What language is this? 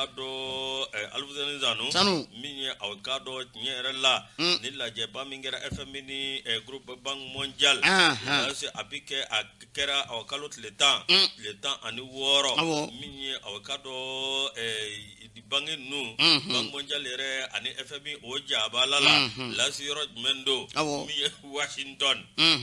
Bambara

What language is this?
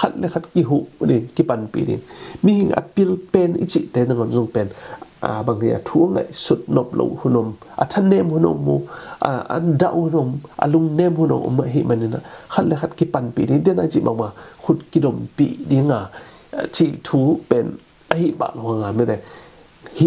Tedim Chin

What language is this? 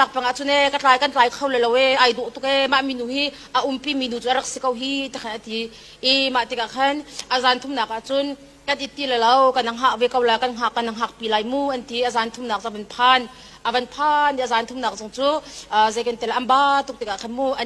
Hakha Chin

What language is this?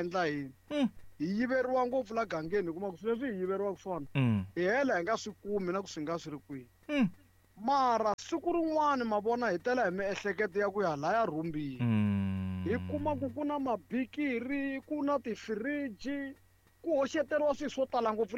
Tsonga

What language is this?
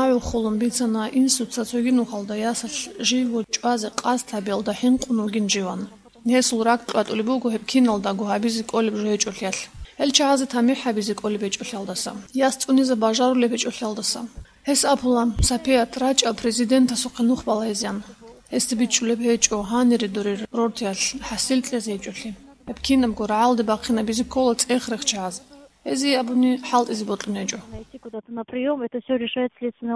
Avaric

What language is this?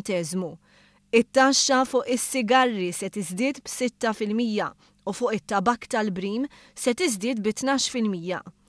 Maltese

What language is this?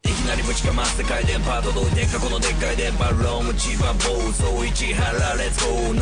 Japanese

